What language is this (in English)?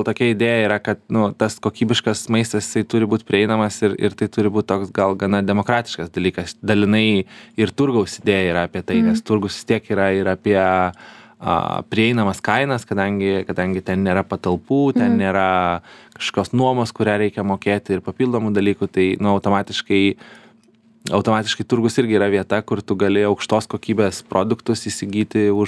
Lithuanian